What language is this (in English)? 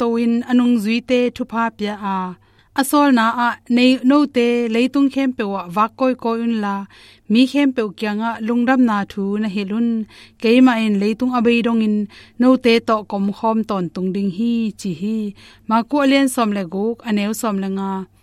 Tedim Chin